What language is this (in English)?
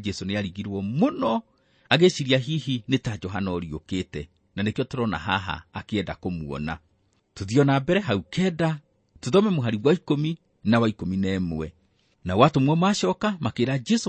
Kikuyu